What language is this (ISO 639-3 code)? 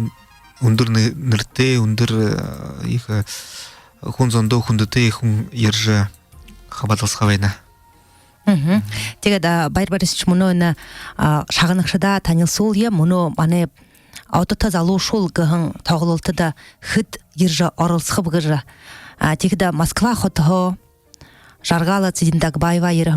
bua